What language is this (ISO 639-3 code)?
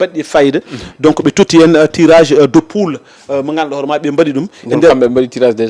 ful